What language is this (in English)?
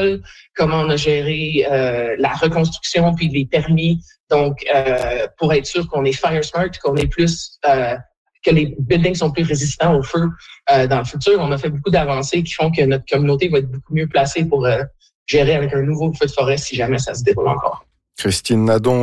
French